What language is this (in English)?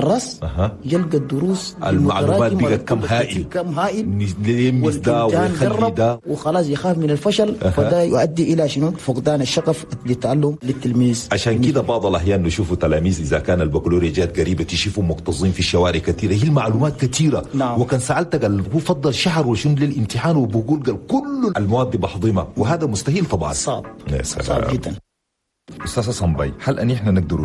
Chadian Arabic